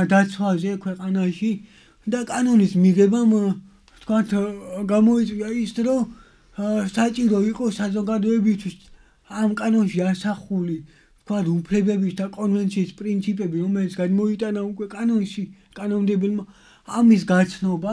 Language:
Georgian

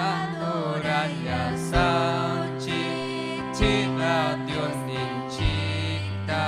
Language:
Ayacucho Quechua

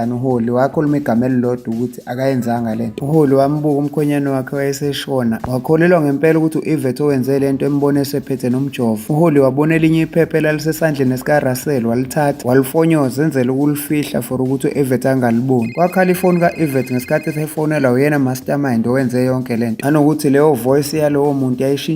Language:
Zulu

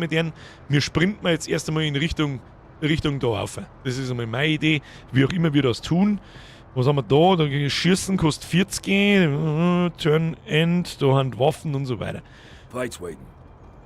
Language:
Bavarian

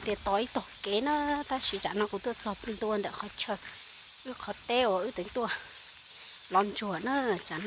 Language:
Hmong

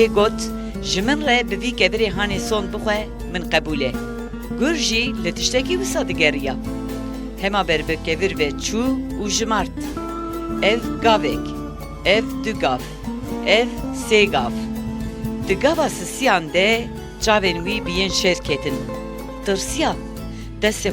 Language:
Kurdish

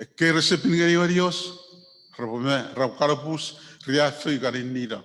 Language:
Chuukese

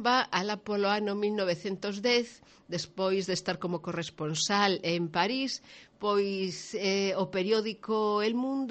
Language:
Galician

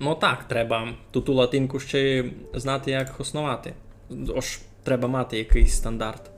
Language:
Rusyn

